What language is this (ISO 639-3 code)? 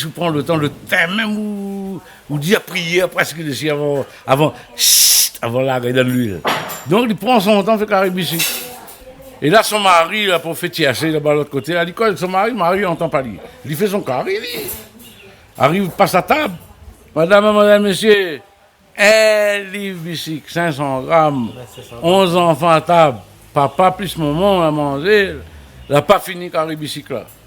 rcf